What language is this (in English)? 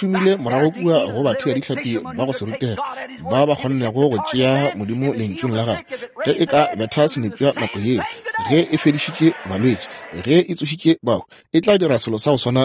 Northern Sotho